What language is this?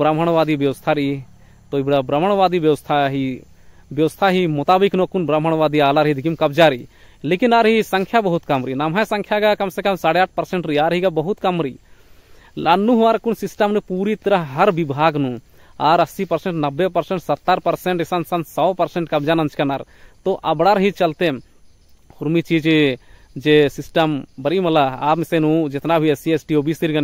Kurukh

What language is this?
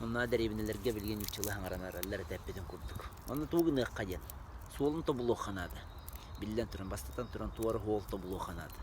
Yakut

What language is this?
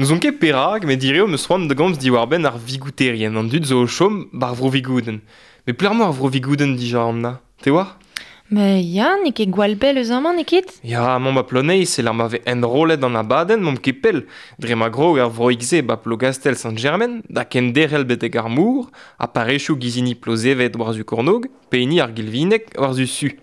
Breton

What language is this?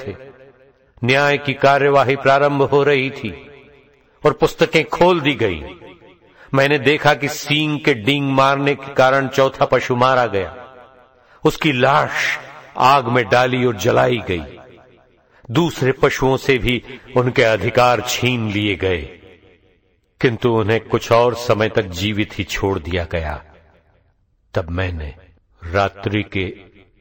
Hindi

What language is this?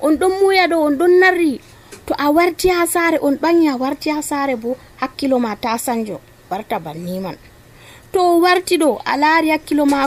Nigerian Fulfulde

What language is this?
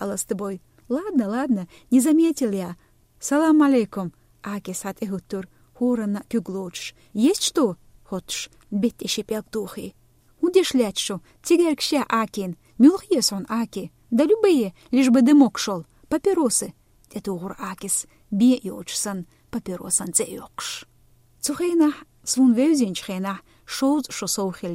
Chechen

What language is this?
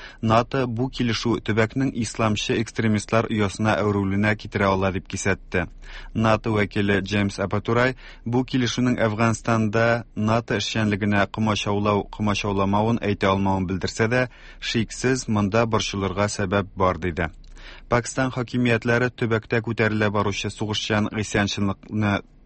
Tatar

